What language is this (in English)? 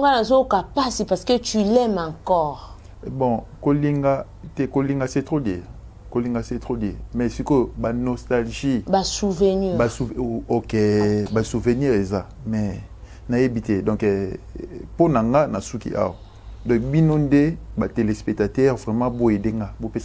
Lingala